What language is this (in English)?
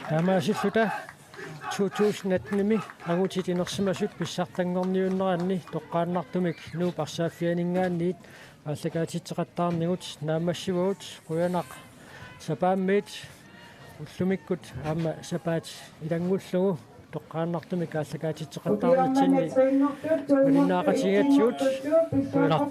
Kalaallisut